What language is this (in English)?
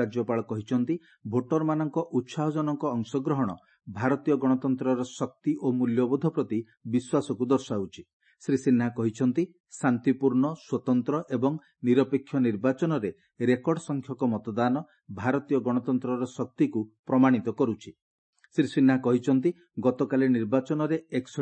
Odia